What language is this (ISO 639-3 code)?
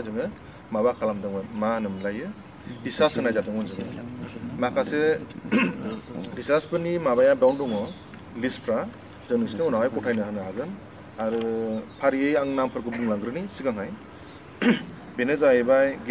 brx